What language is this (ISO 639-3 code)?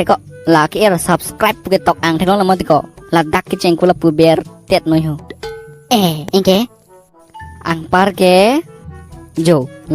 mjw